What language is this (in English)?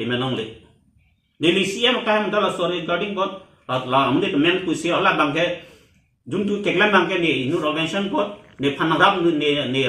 Karbi